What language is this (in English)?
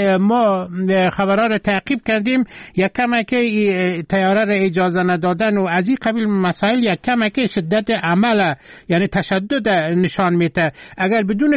Persian